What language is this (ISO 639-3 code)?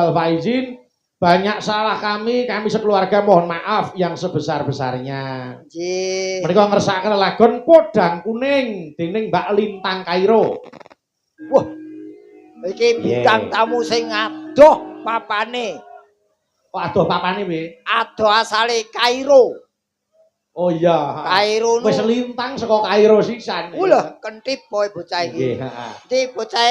jav